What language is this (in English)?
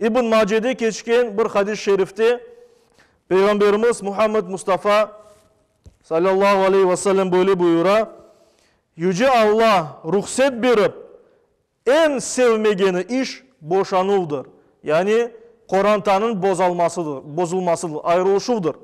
Crimean Tatar